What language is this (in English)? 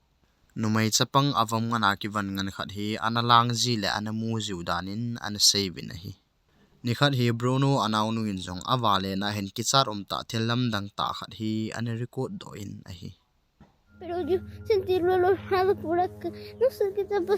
Thado Chin